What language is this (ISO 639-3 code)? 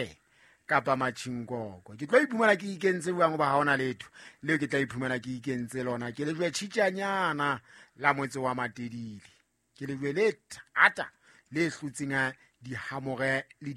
sot